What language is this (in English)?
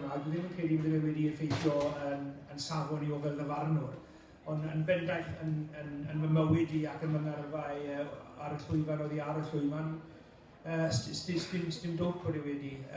Welsh